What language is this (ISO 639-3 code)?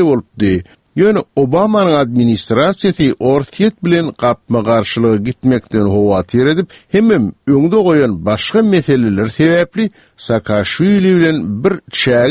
tuk